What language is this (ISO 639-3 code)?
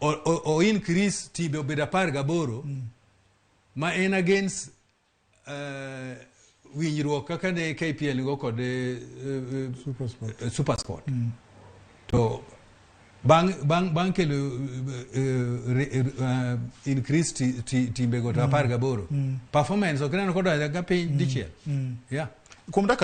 luo